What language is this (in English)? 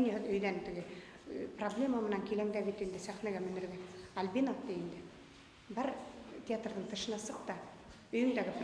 Bashkir